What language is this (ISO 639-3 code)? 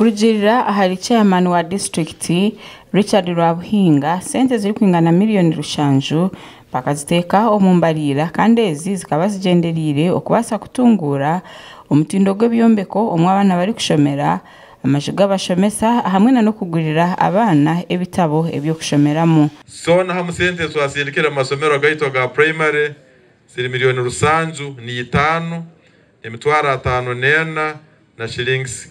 nyn